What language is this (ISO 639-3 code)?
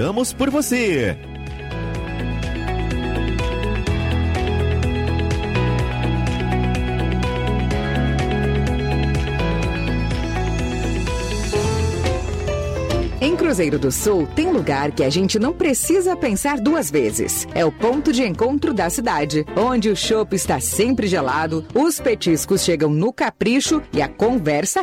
por